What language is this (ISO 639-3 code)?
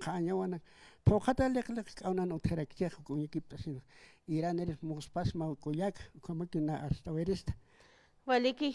aym